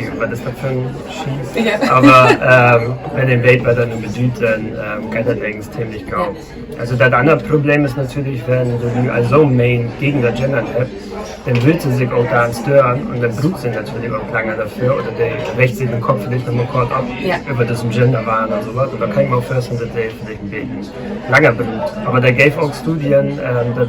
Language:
Low German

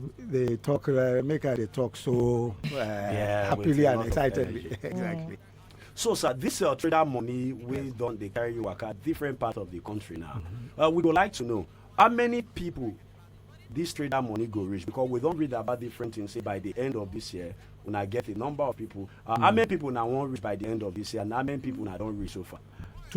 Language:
Nigerian Pidgin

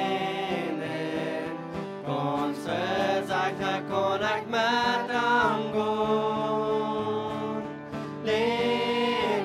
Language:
Plautdietsch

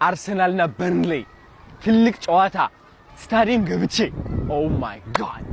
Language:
Amharic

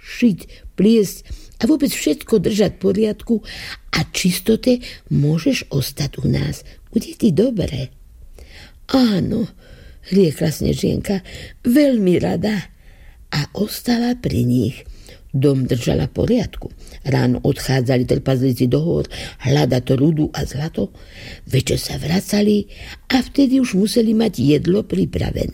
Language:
Slovak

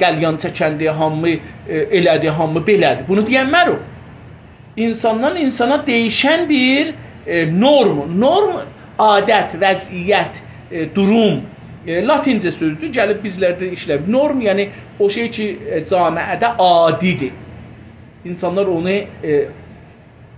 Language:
South Azerbaijani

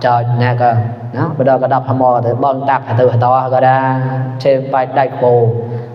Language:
Mon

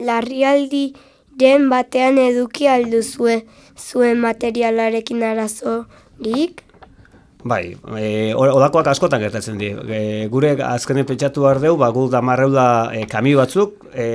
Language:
Basque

